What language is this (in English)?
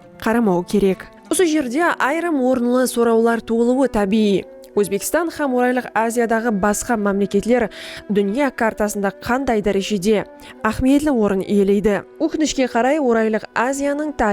Kara-Kalpak